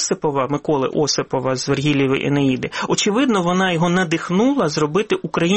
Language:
Ukrainian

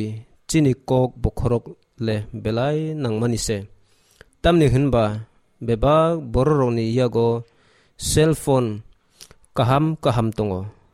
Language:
Kok Borok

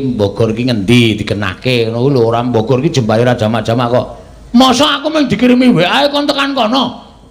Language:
Javanese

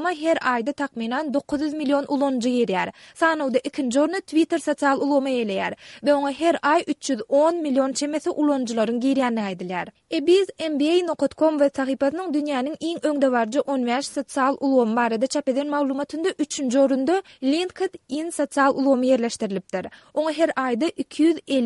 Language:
Turkmen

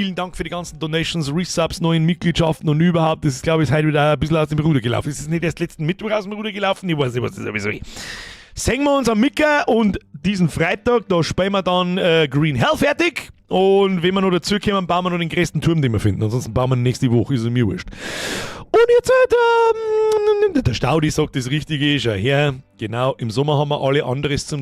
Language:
Bavarian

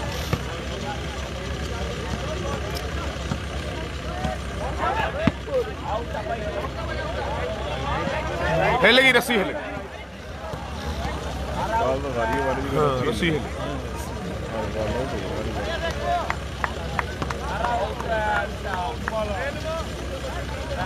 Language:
Punjabi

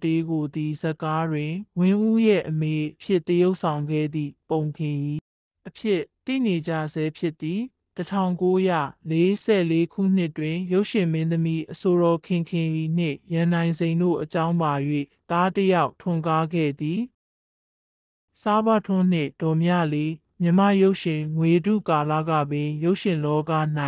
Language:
Burmese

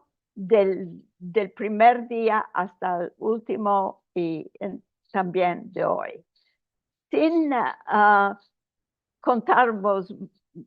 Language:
Ladino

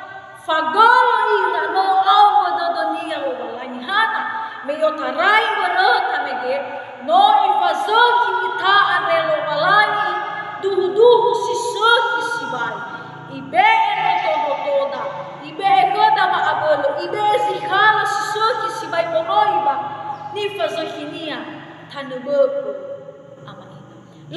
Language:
Nias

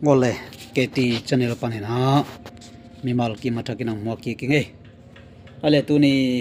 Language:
Tedim Chin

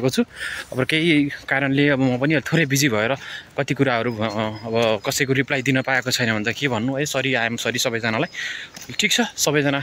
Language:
Nepali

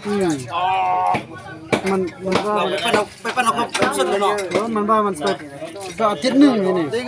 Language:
Lao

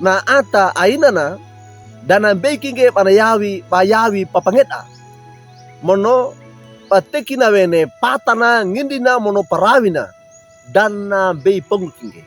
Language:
Wejewa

